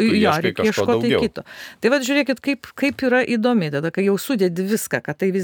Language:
Lithuanian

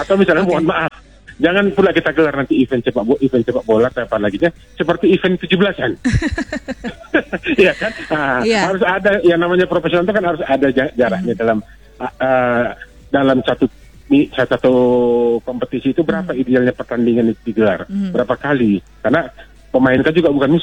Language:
Indonesian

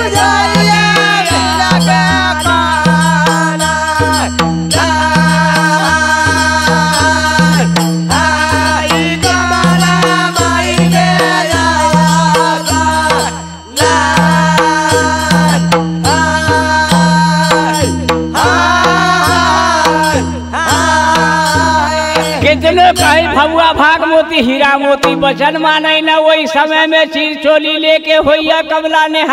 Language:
Bhojpuri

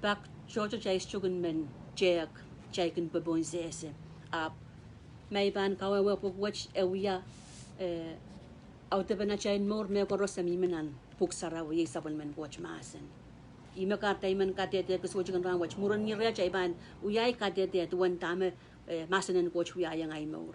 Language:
Pohnpeian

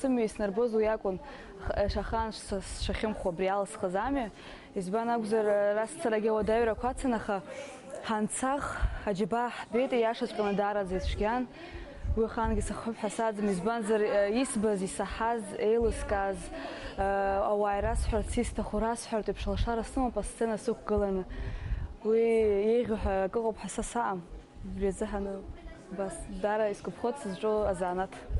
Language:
Abkhazian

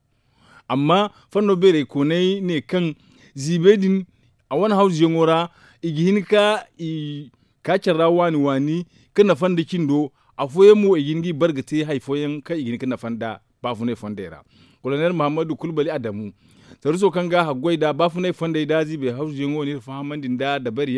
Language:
Zarma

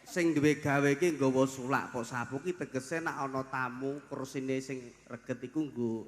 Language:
Javanese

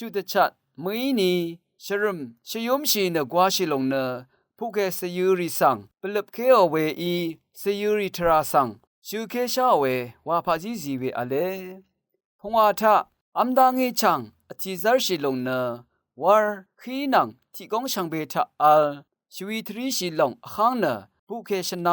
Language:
Rawang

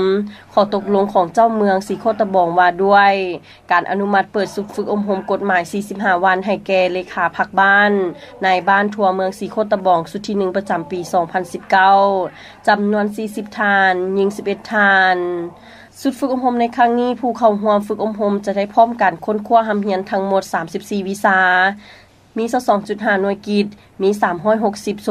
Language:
Lao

